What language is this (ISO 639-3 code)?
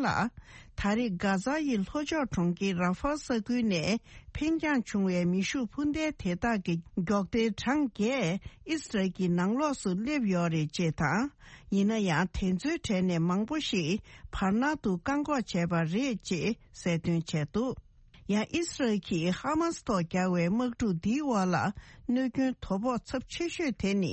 bod